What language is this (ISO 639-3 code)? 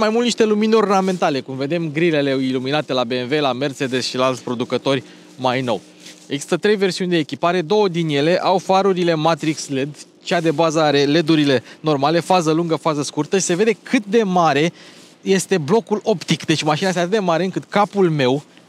ron